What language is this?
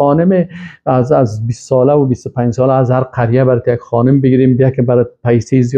Persian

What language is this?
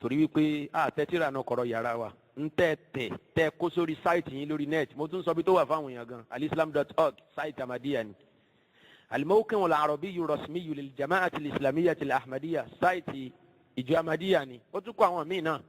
Yoruba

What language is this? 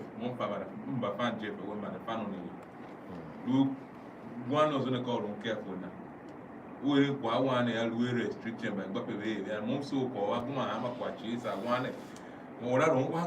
Tiv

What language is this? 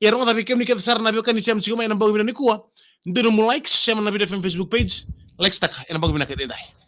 Fijian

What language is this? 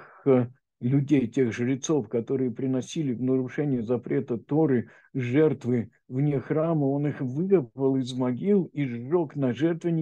Russian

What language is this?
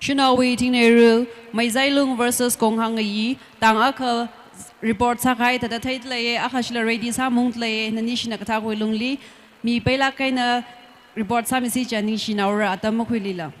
Tangkhul Naga (India)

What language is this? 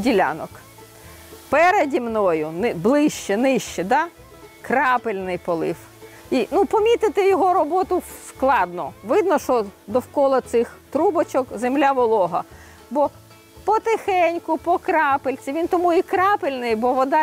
Ukrainian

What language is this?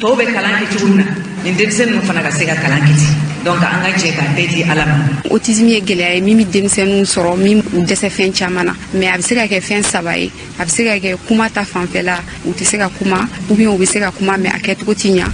Bambara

